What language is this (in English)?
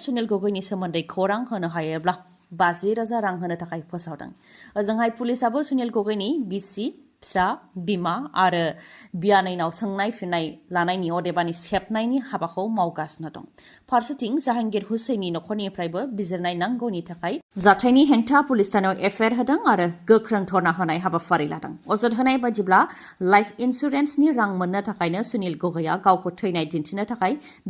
Bodo